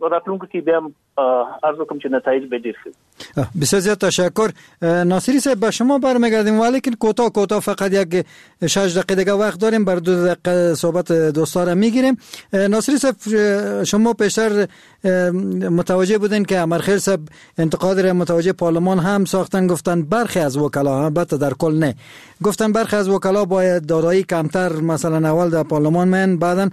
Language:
Persian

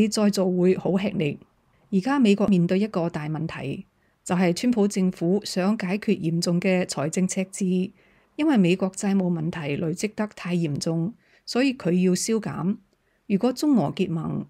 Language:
Cantonese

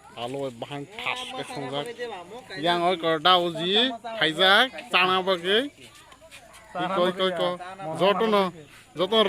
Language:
Kok Borok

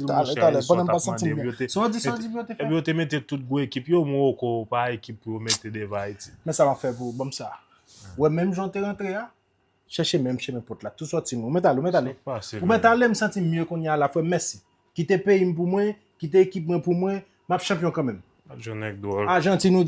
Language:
Haitian Creole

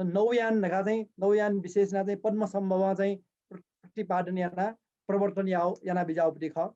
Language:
Newari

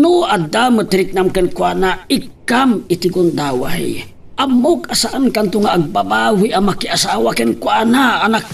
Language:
Iloko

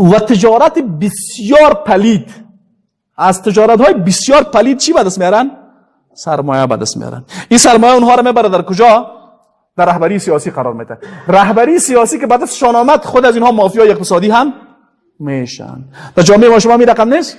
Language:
Persian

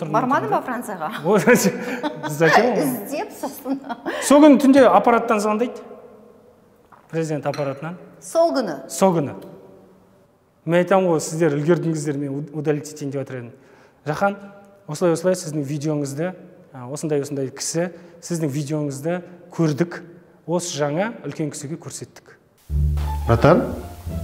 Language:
Kazakh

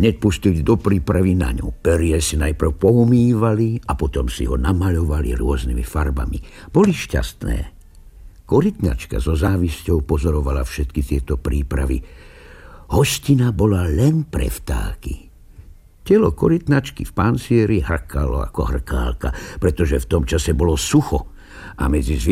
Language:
Slovak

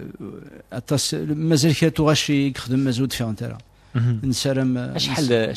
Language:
Kabyle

